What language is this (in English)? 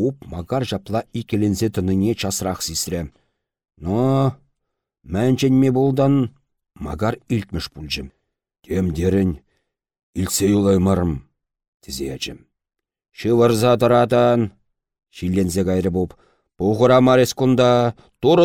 Chuvash